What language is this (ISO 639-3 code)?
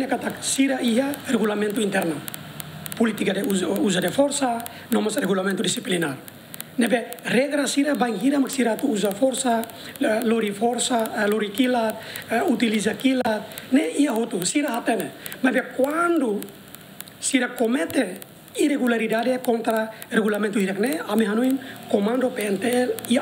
tet